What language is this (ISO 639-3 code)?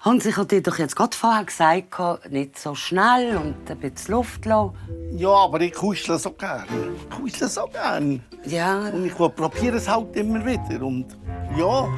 gsw